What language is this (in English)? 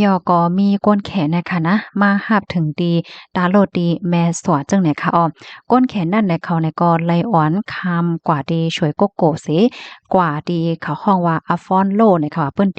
Shan